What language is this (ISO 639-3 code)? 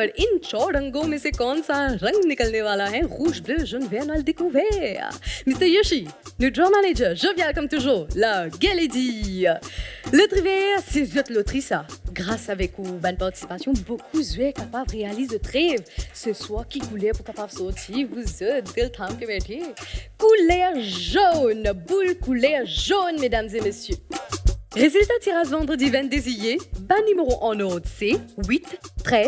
mfe